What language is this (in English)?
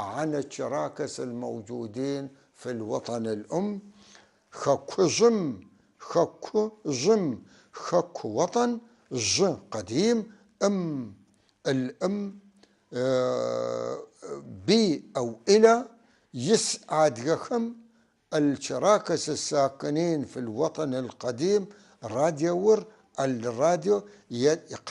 North Levantine Arabic